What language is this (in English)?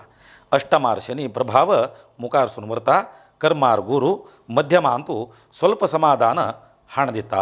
Konkani